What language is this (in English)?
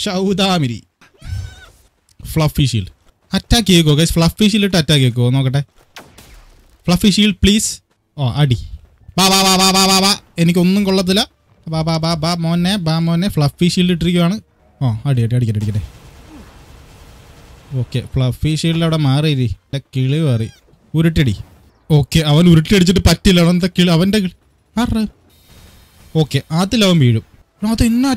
Malayalam